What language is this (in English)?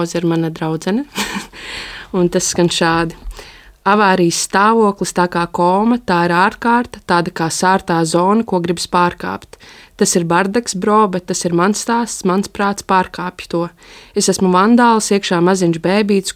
Latvian